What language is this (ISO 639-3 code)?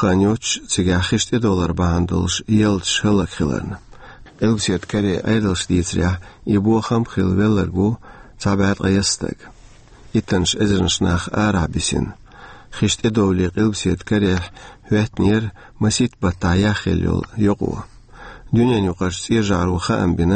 che